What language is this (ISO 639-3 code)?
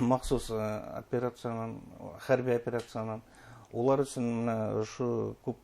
bak